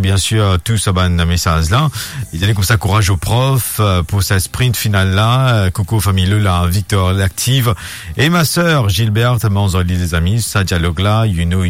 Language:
Morisyen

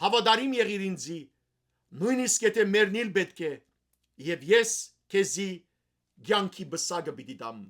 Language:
Western Armenian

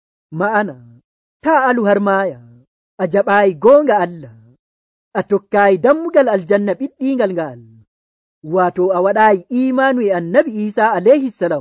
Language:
Nigerian Fulfulde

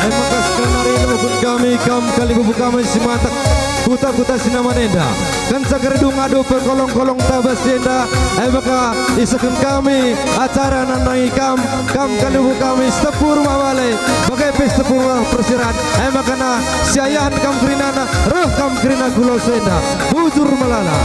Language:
Batak Karo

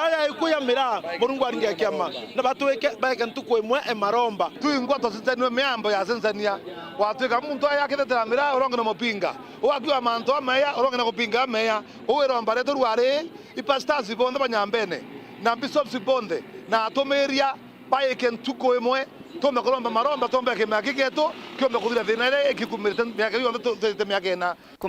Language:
Meru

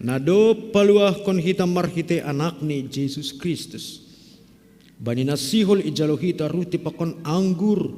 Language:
Batak Simalungun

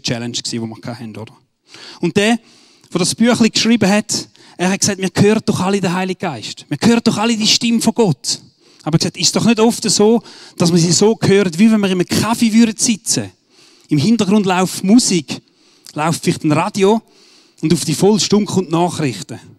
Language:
Swiss German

